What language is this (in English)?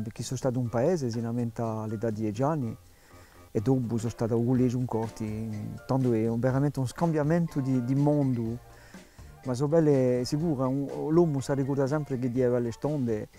Corsican